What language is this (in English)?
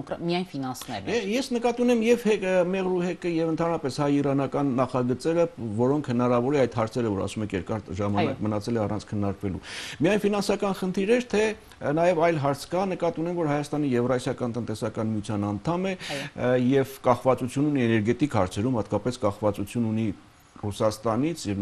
Armenian